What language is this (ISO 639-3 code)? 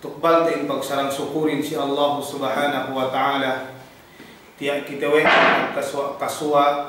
yka